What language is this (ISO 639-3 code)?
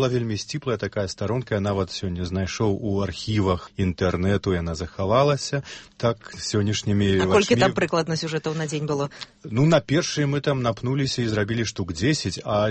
bel